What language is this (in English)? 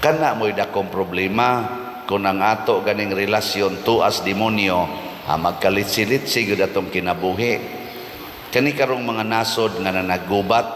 Cebuano